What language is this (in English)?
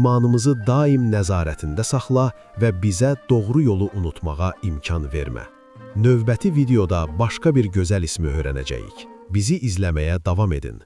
Azerbaijani